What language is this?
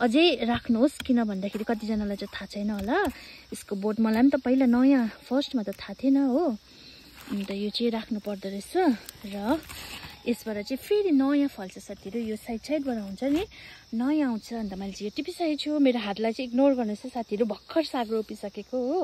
Nepali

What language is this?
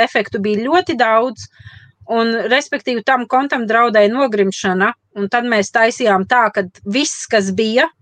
Latvian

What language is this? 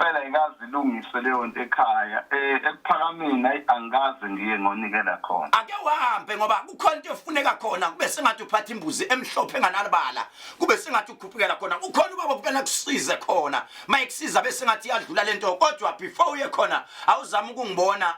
Zulu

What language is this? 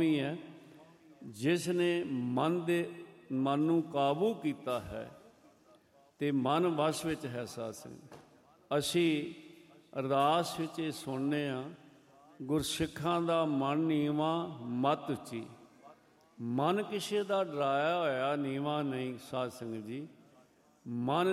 Punjabi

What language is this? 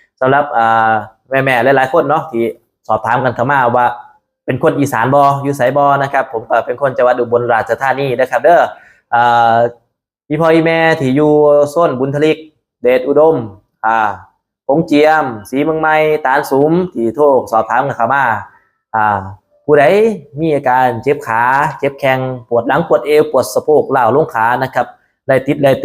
Northeastern Thai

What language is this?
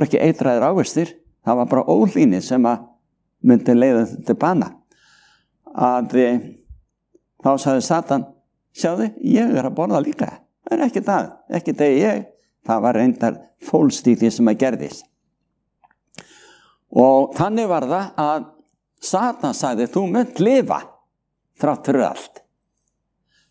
Icelandic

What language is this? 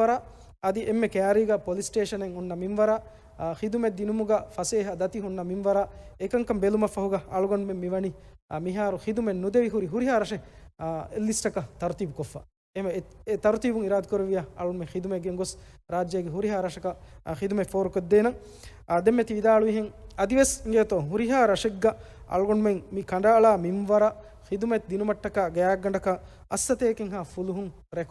Divehi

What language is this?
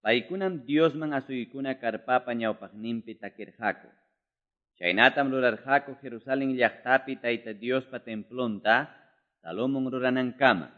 Quechua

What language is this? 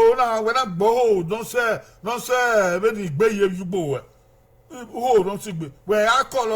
Bini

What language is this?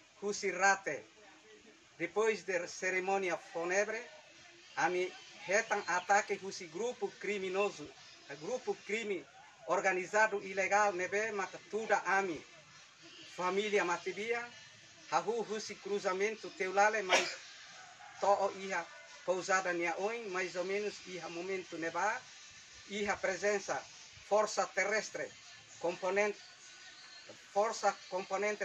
Tetum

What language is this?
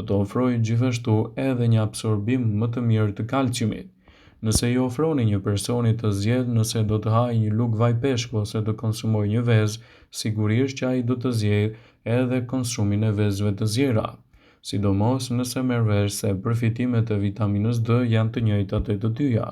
Albanian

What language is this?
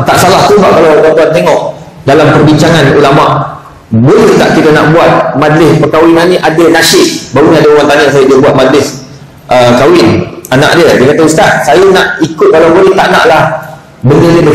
Malay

